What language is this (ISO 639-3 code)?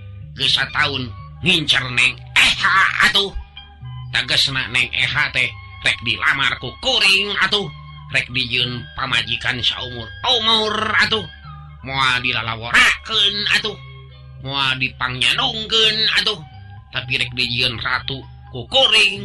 sun